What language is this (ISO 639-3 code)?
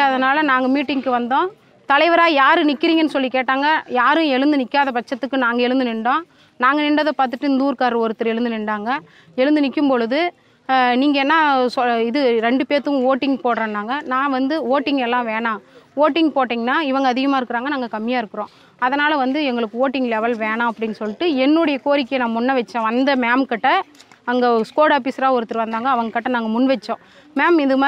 tam